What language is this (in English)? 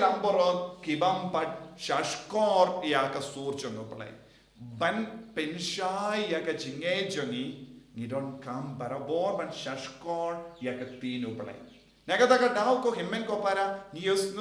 Khasi